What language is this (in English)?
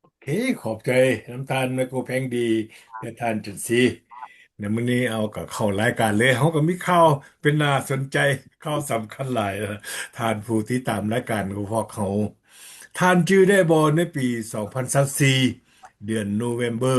Lao